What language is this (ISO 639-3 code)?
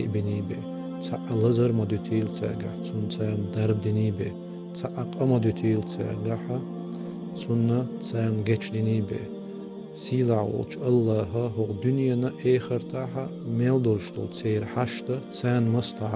che